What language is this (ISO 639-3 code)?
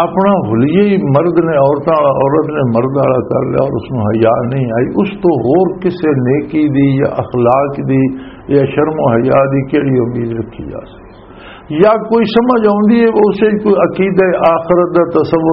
lah